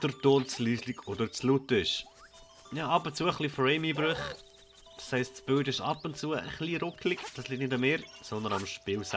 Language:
Swiss German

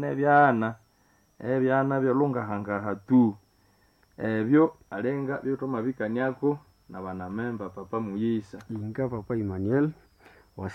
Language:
Nande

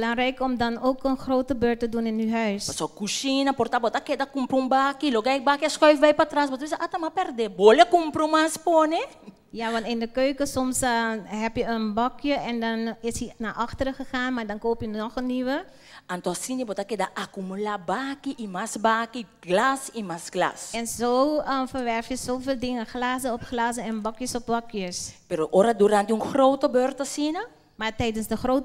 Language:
Papiamento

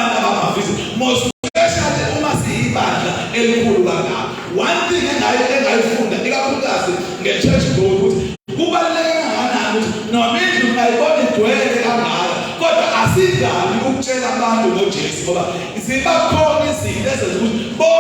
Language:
Zulu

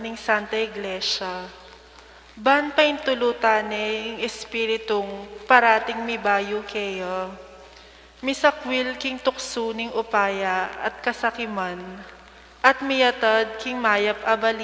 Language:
Pampanga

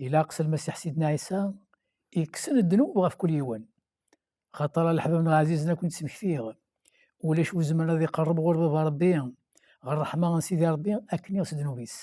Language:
Kabyle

